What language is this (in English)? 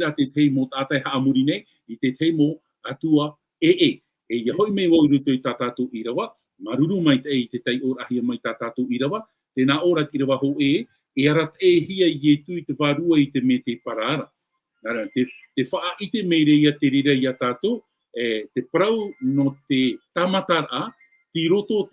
Tahitian